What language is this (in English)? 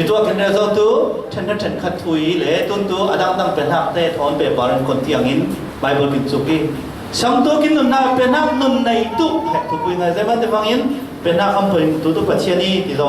Falam Chin